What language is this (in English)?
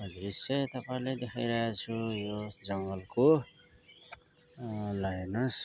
Nepali